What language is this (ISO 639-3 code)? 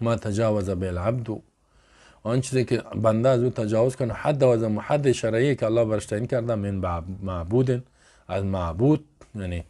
fas